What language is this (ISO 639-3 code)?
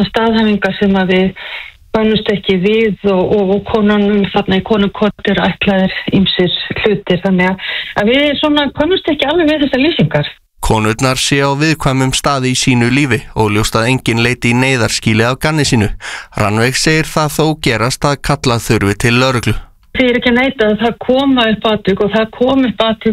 isl